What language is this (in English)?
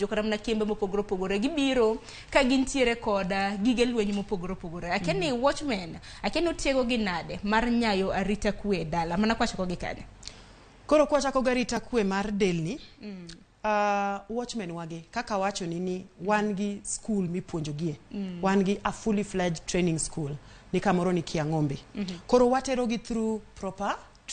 Luo (Kenya and Tanzania)